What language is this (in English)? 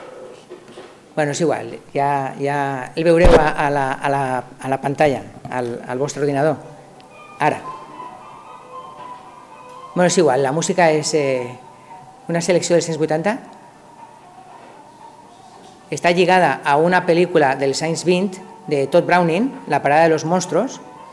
Catalan